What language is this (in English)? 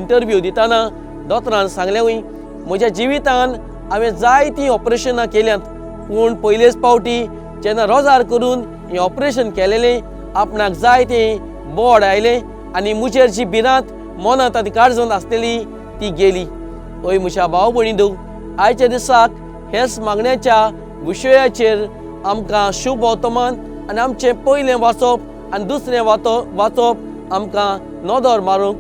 Konkani